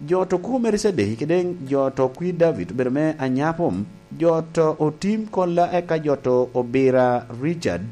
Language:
Lango (Uganda)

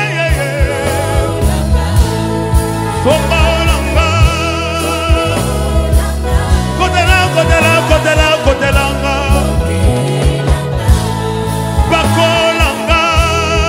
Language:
Lingala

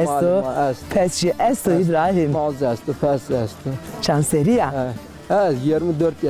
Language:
Zaza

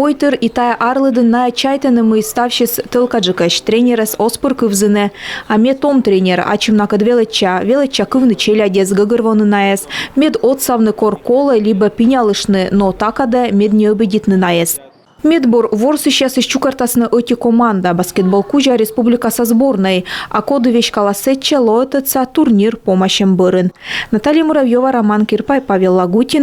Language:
Komi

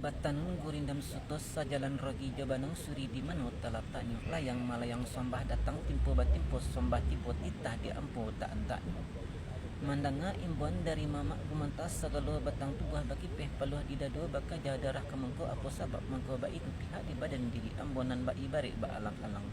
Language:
Minangkabau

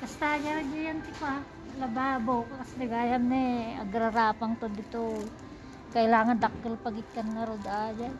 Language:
Iloko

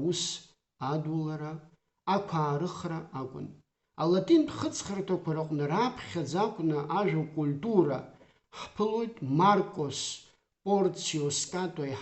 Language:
Abkhazian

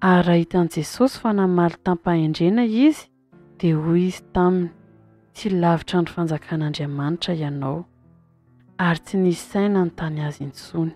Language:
Malagasy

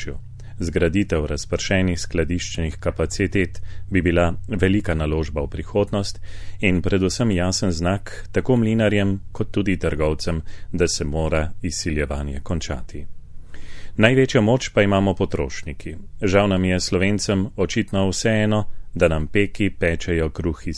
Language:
Slovenian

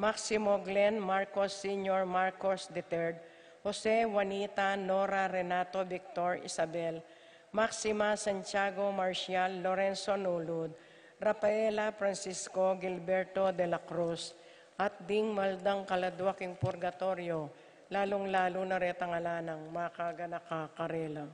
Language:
Pampanga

